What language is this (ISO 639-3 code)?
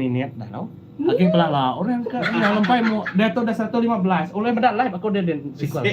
iba